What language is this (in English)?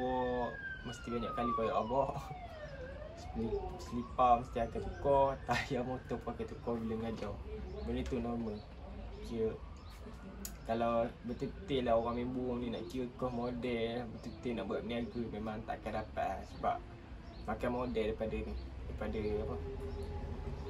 Malay